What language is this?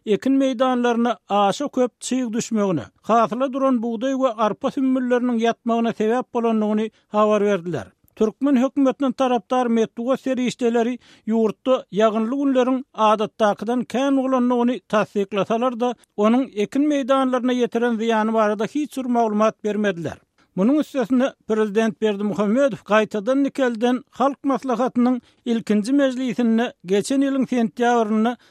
Turkmen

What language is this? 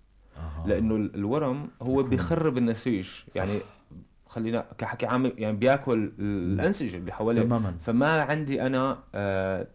North Levantine Arabic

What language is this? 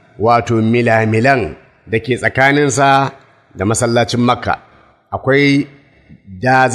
Hausa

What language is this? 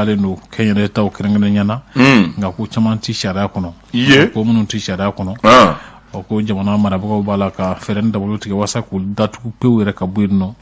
Bambara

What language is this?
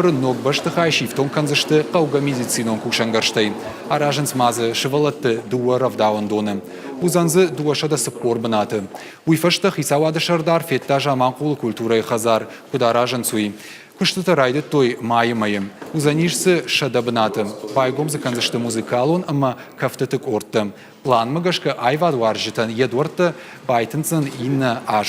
Ossetic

